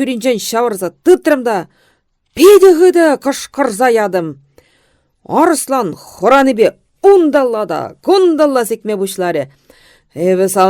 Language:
Chuvash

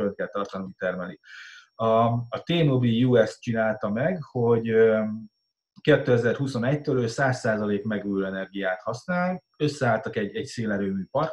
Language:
Hungarian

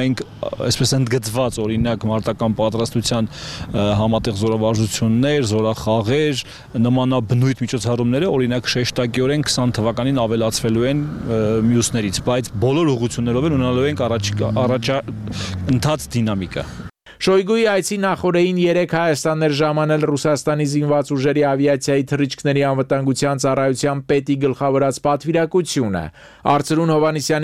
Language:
Armenian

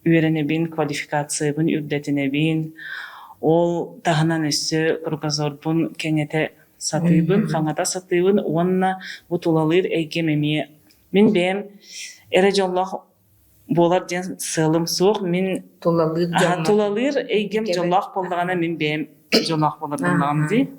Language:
Yakut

